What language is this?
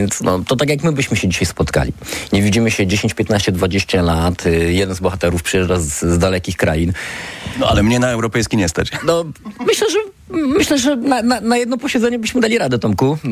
Polish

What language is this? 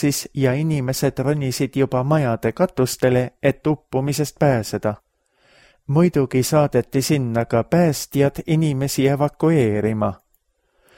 Estonian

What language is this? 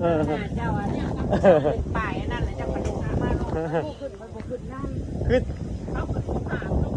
Northeastern Thai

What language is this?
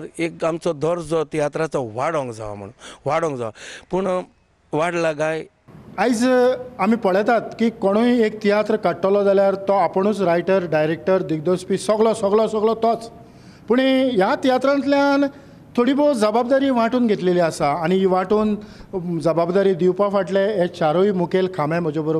Konkani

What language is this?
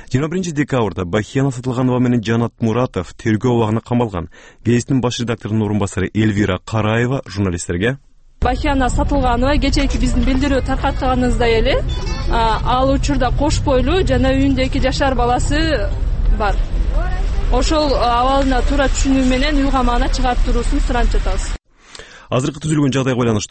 Kyrgyz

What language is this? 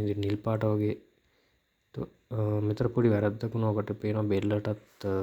Sinhala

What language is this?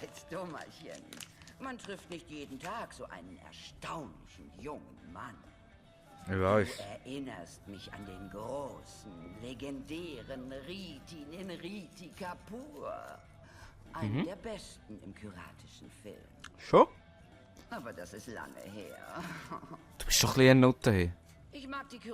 Swiss German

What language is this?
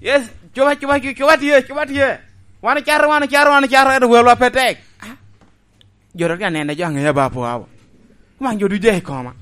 Lango (Uganda)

